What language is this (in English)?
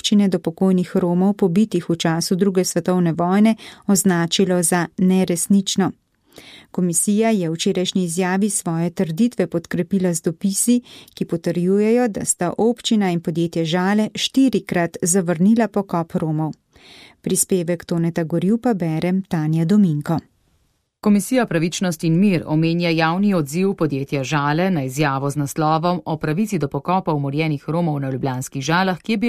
Slovenian